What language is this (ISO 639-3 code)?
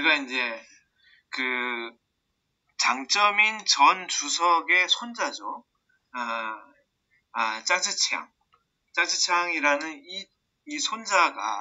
kor